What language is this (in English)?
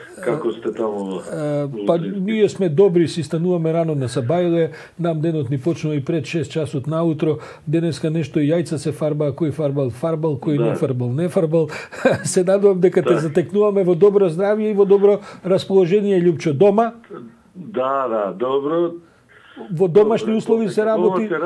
Macedonian